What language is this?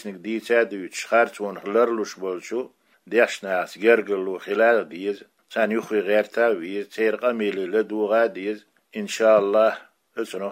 Chechen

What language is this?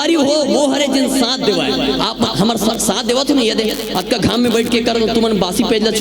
Chhattisgarhi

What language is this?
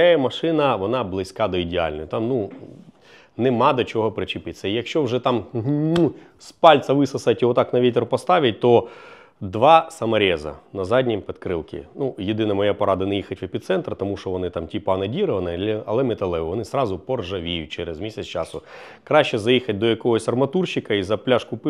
Ukrainian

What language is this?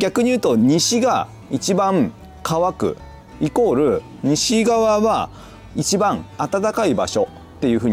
Japanese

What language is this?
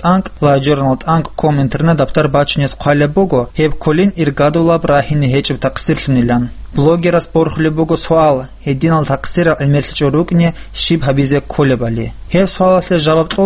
Avaric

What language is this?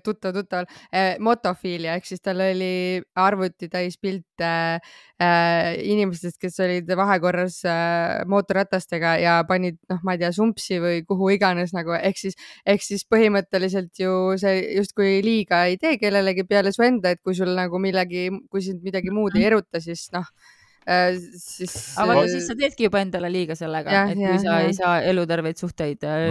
Estonian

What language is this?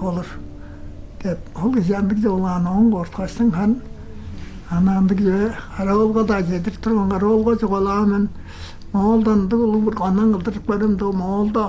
Tuvinian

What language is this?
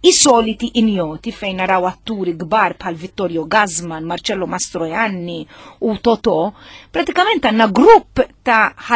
Maltese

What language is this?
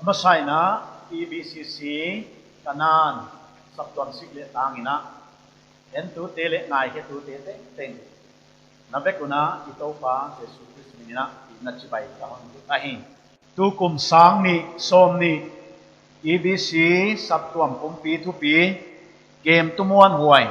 Paite Chin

